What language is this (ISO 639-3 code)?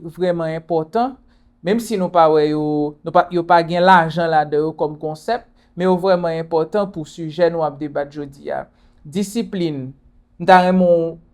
hat